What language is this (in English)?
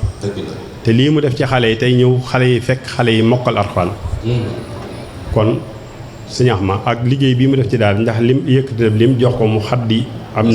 Wolof